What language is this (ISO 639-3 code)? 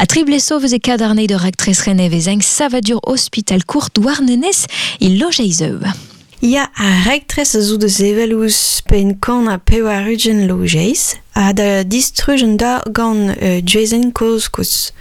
bre